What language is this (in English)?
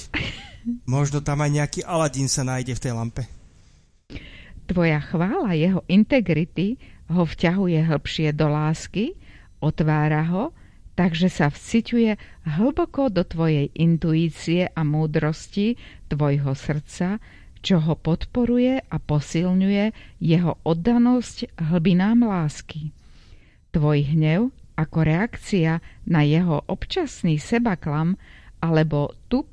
Slovak